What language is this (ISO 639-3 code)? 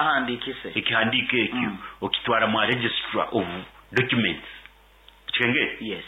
nyo